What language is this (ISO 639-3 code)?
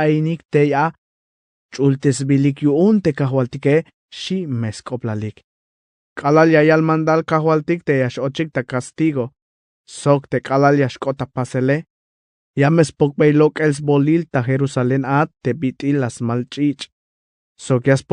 tzh